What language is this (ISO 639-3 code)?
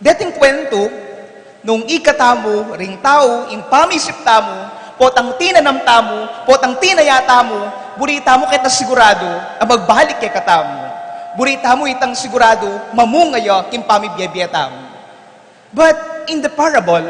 pam